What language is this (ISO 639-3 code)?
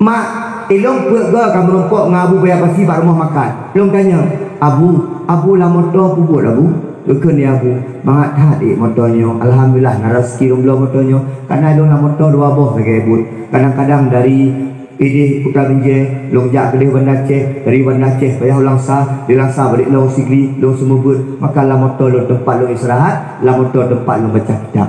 ace